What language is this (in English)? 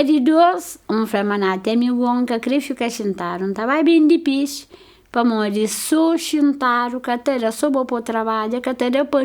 Kabuverdianu